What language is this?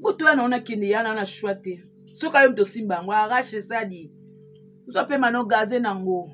Lingala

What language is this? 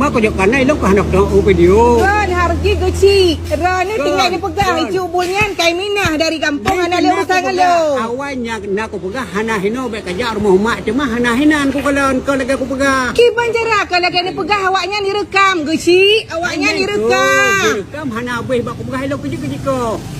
Achinese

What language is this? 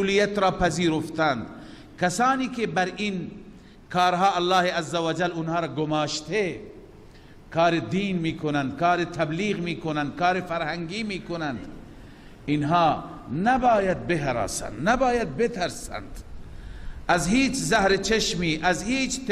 Persian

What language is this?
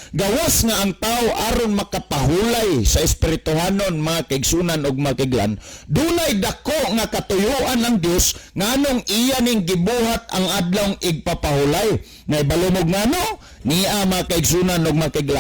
Cebuano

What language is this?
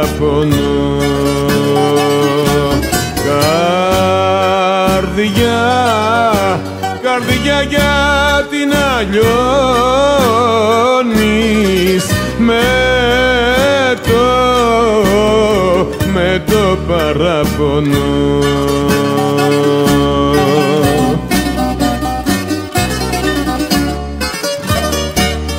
Greek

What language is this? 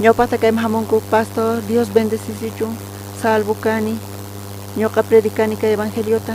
South Bolivian Quechua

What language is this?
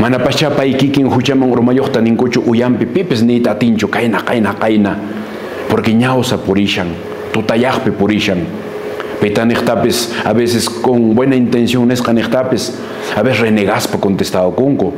Quechua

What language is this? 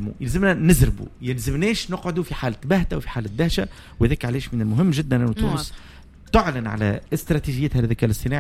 Tunisian Arabic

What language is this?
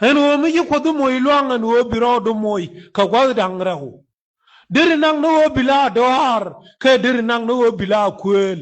Nuer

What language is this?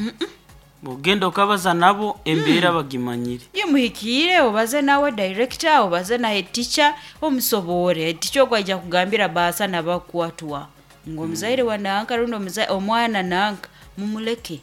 Nyoro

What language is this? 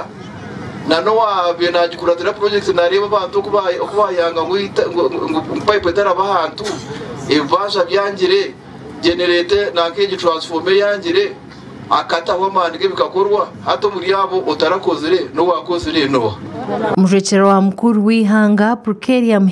Nyankole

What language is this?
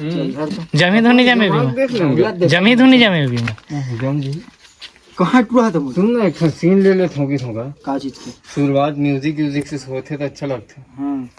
Chhattisgarhi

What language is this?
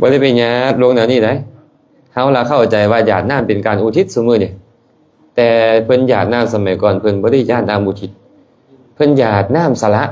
Lao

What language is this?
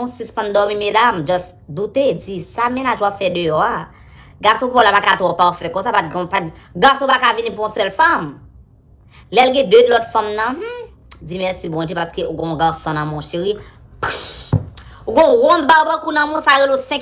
Haitian Creole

